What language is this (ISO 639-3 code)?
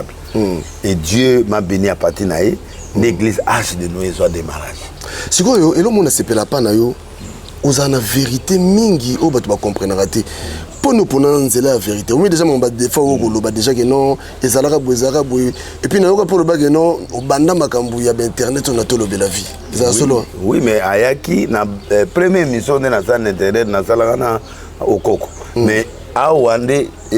lin